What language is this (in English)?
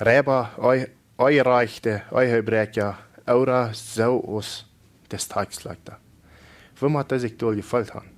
Plautdietsch